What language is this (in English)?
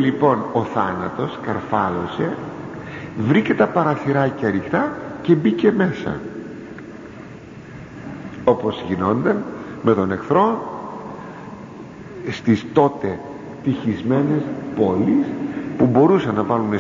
Greek